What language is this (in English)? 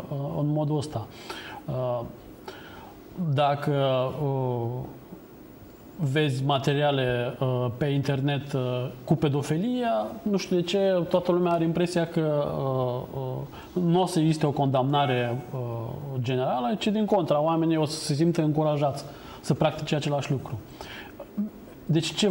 Romanian